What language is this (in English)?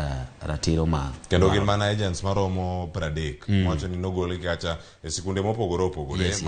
Luo (Kenya and Tanzania)